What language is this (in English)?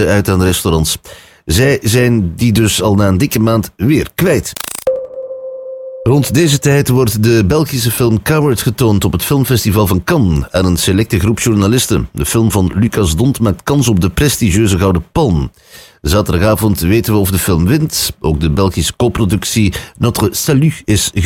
Dutch